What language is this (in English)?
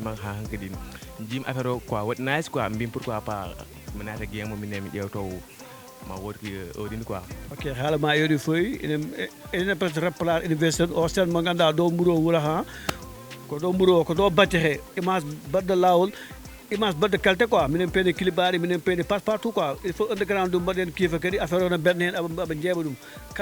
Fula